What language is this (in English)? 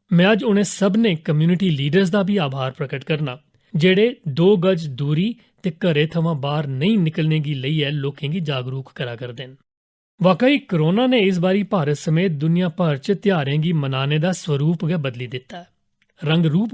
Dogri